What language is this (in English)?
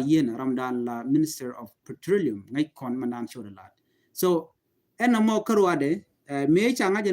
Nuer